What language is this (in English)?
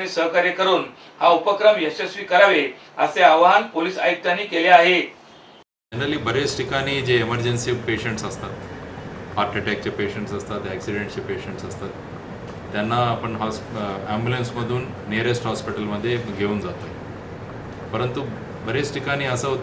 Marathi